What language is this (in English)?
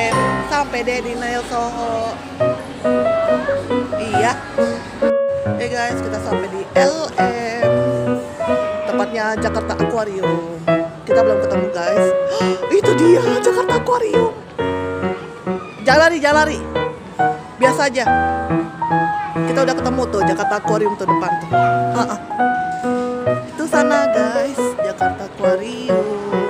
Indonesian